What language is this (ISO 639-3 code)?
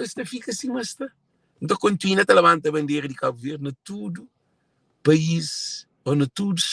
kea